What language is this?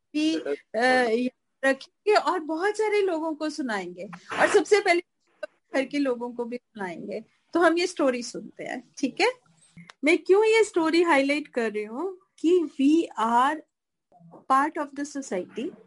Hindi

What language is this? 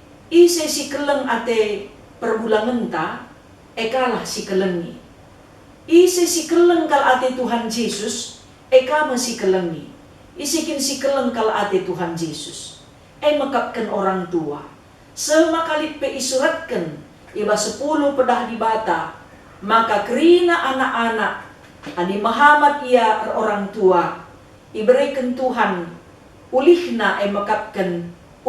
Batak Karo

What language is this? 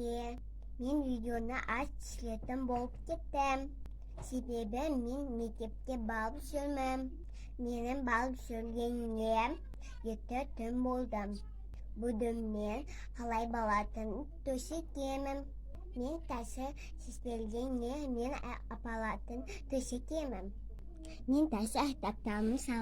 Kazakh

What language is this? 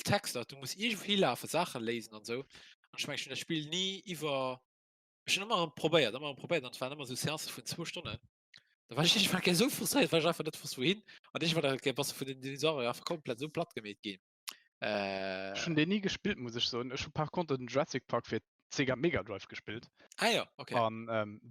Luxembourgish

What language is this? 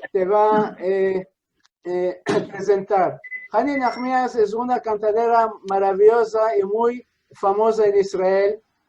Ladino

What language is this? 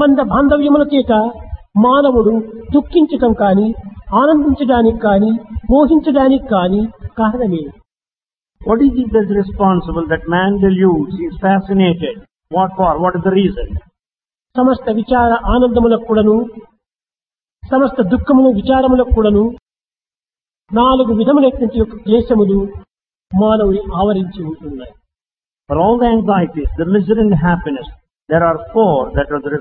Telugu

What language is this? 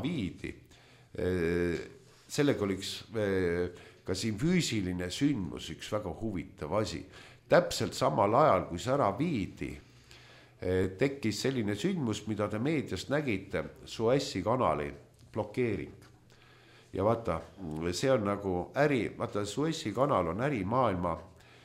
Estonian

